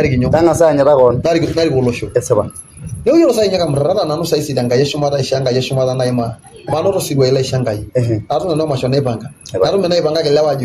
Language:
Masai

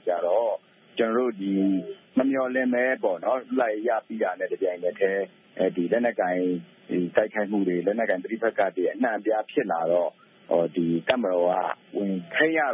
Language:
Burmese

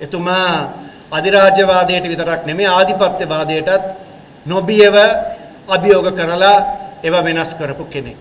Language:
Sinhala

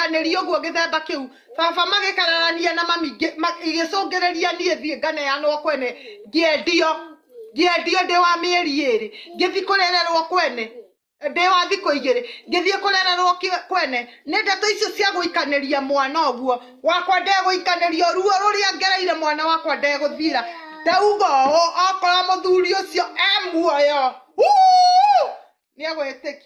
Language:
Kikuyu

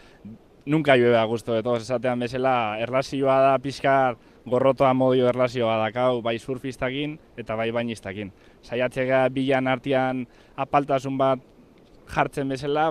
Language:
Basque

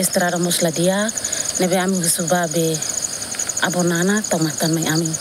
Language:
Tetum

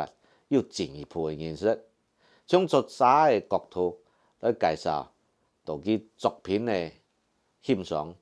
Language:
Hakka Chinese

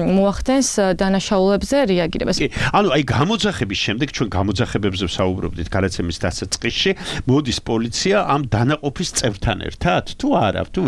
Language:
Georgian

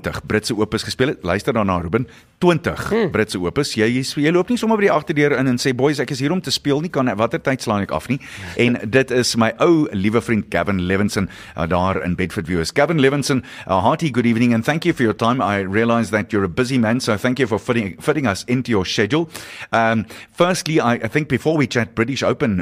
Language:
Afrikaans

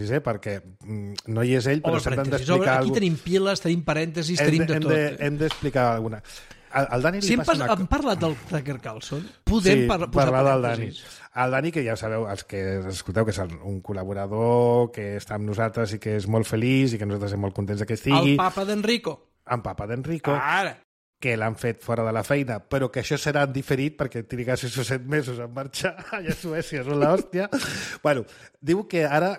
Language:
Catalan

